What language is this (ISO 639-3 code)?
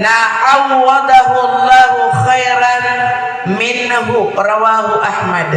mrw